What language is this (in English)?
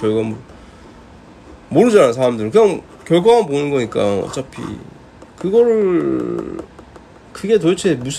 Korean